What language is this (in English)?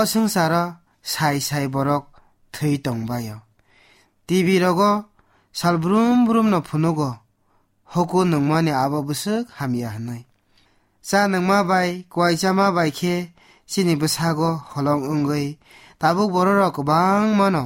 Kok Borok